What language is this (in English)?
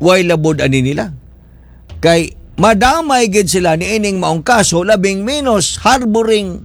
Cebuano